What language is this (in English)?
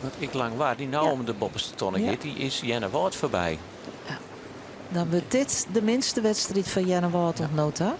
Western Frisian